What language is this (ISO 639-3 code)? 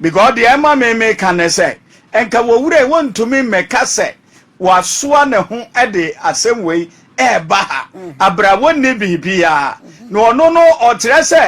aka